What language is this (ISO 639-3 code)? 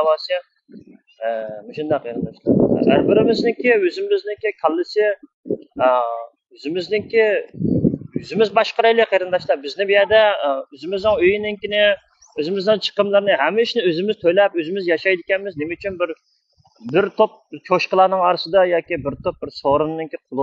uig